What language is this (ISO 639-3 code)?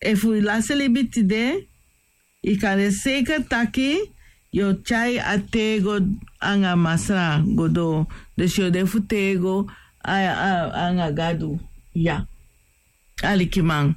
srn